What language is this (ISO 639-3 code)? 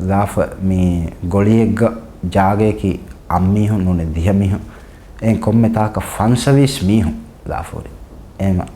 div